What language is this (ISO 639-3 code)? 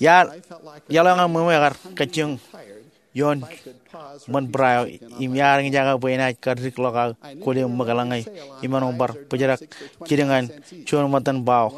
mah